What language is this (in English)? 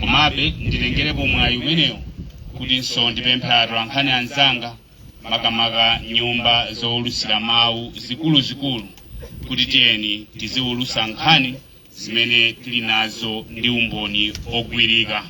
Nyanja